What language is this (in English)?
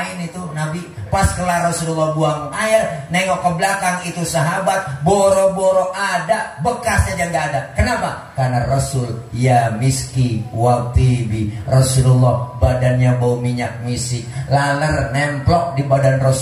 Betawi